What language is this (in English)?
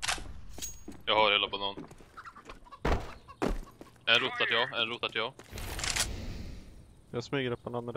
Swedish